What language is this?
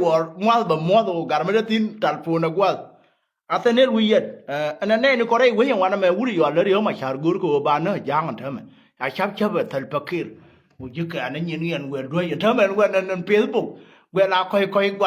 Nuer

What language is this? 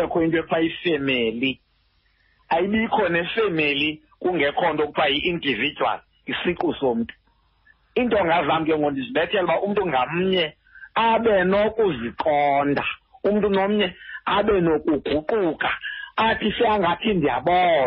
Xhosa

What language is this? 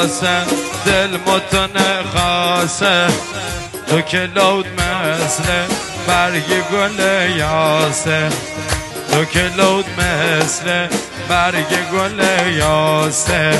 Persian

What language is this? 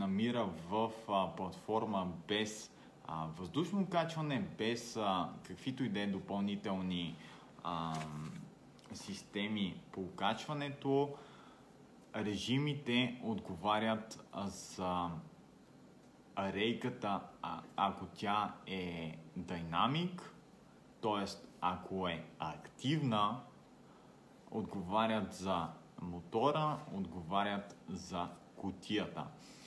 Bulgarian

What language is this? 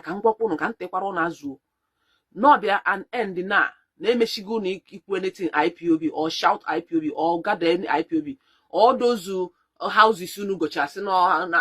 Igbo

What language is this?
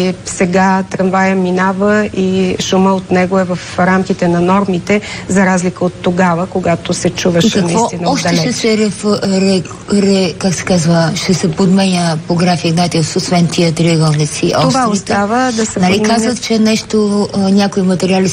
Bulgarian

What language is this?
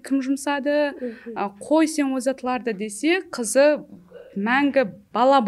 Kara-Kalpak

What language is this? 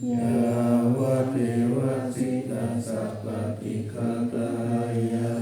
Pali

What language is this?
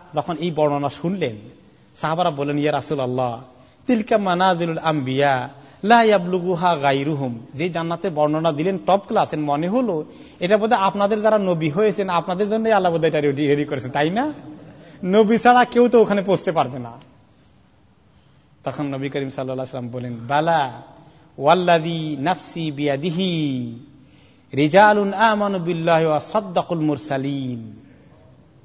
Bangla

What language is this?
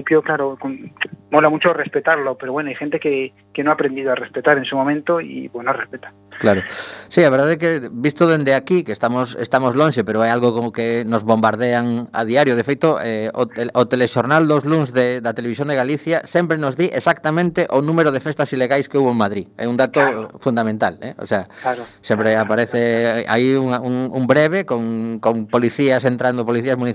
Galician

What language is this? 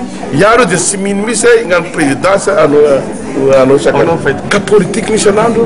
Malagasy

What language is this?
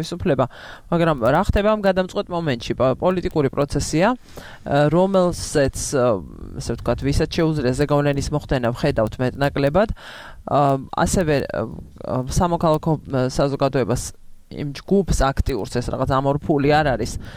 Georgian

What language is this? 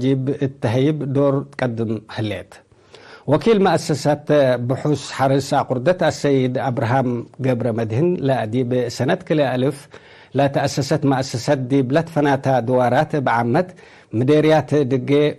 Tigre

